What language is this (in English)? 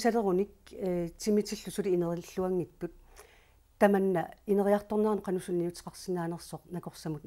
Kalaallisut